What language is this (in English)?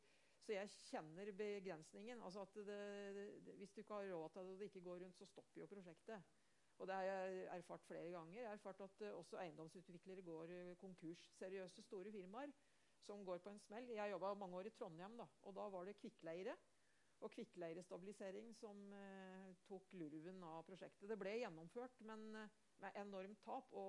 Norwegian